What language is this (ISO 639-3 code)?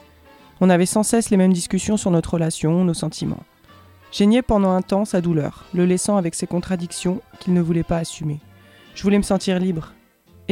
fra